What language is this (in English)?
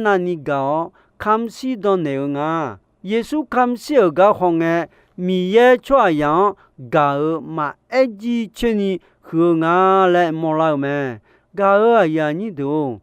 Akha